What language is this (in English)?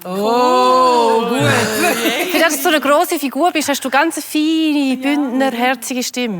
Swiss German